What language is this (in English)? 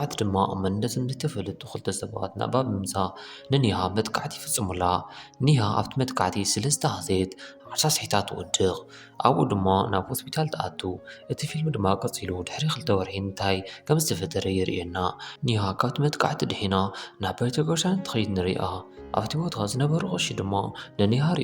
Tigrinya